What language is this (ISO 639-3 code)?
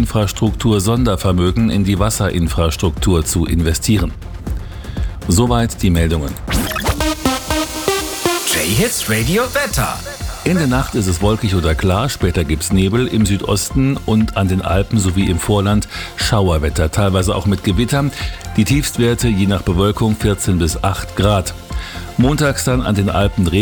deu